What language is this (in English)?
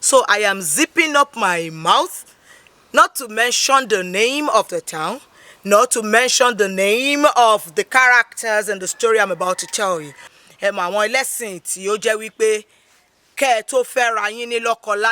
Yoruba